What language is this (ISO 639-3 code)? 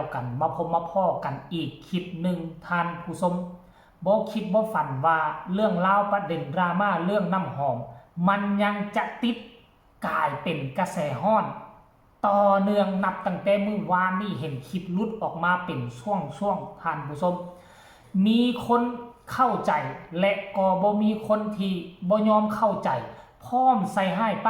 tts